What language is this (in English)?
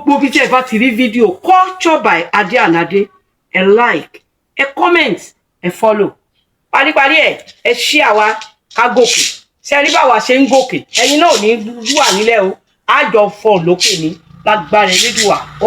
Yoruba